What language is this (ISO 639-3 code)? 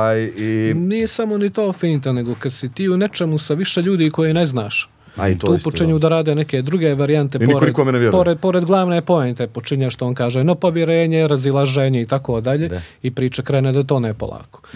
srp